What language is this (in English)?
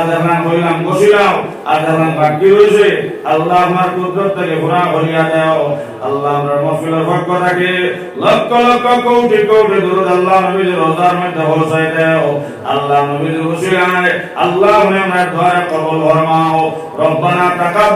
Sylheti